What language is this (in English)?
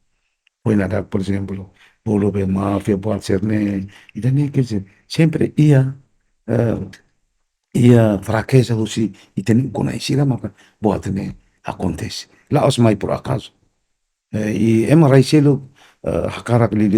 Tetum